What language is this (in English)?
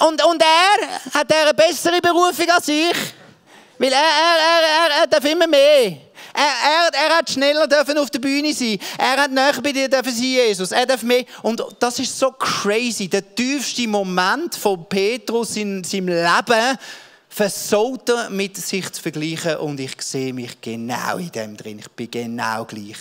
Swiss German